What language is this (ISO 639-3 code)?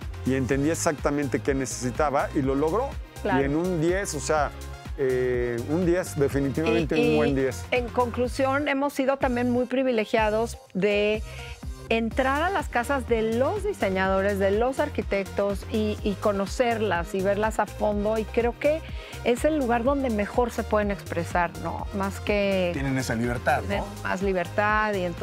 spa